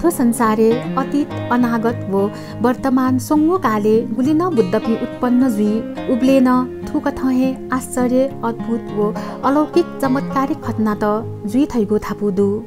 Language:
Newari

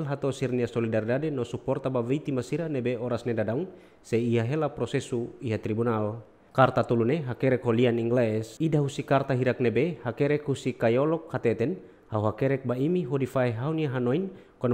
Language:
Tetum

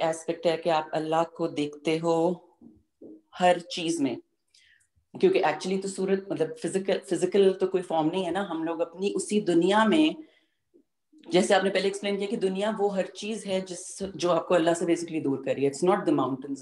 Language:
Urdu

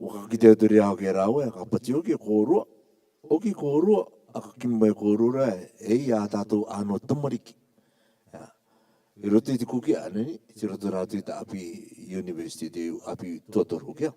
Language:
Rarotongan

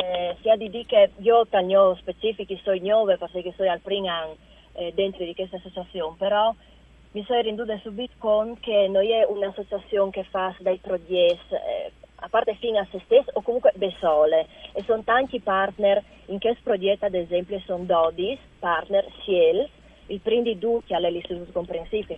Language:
Friulian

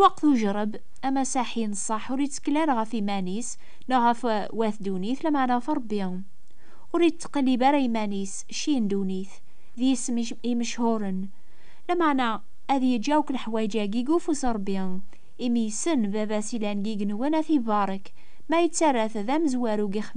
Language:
Kabyle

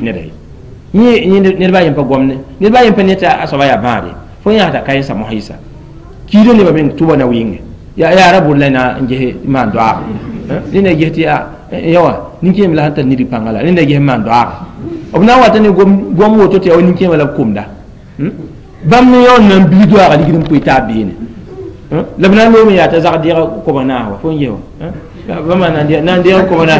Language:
Mossi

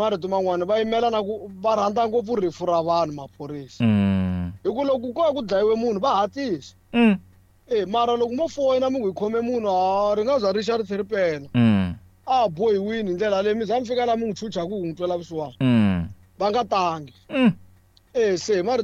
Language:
Tsonga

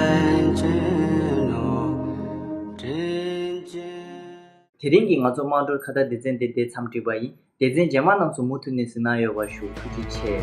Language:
Tibetan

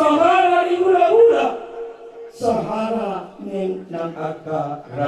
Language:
Batak Toba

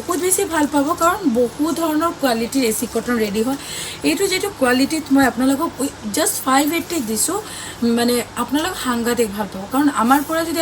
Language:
Assamese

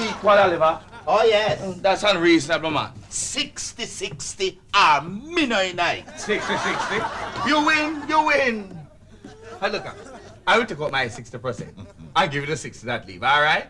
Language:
Jamaican Creole English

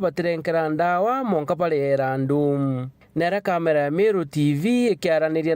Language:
Meru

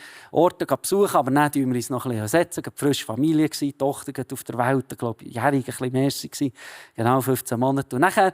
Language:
Swiss German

